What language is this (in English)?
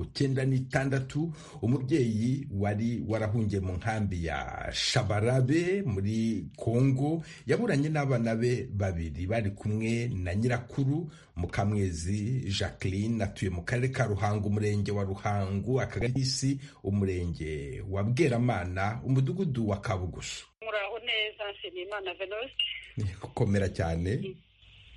Kinyarwanda